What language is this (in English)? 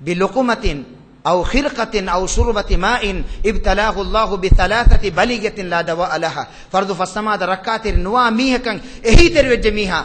Divehi